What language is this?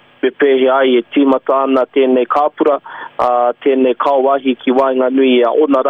Māori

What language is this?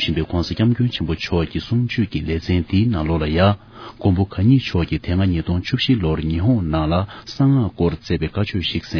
Tibetan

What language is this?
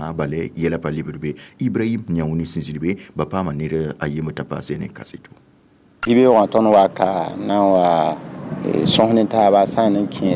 Mossi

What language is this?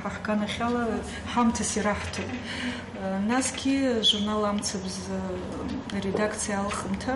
Abkhazian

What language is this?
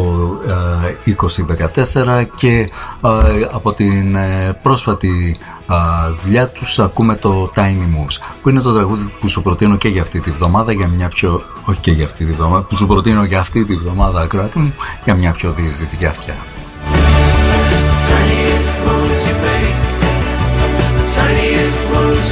Greek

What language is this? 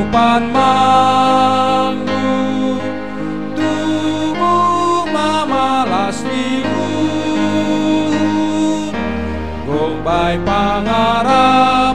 Batak Simalungun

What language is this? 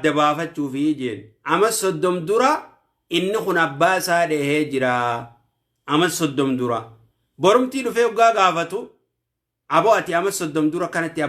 Oromo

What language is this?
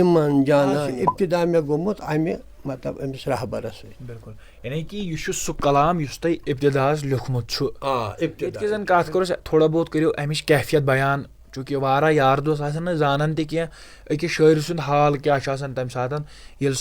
Kashmiri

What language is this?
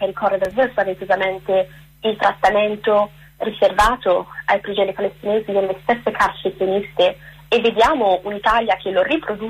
Italian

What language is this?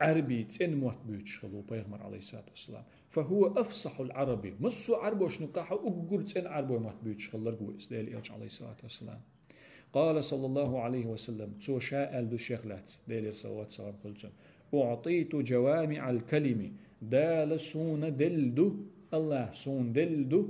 Chechen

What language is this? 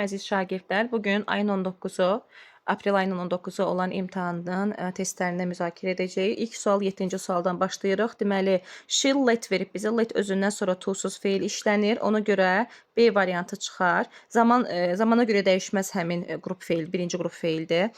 Azerbaijani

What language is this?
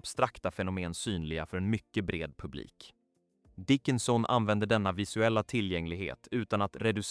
Swedish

